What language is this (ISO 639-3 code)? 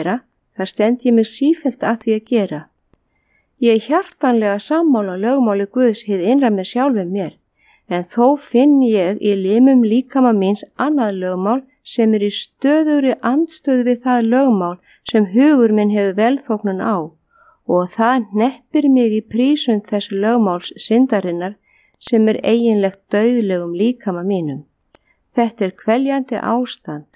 isl